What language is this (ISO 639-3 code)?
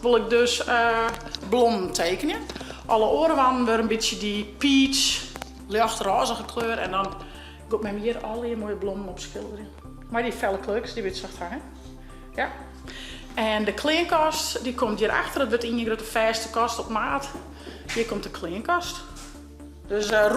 fry